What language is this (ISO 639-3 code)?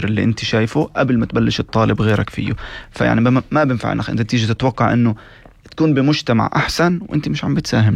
apc